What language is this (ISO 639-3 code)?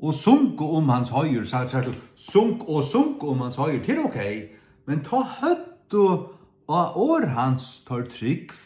fao